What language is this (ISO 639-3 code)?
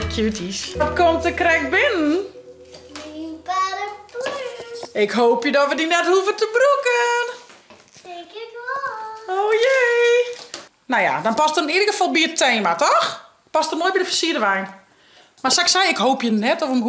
fry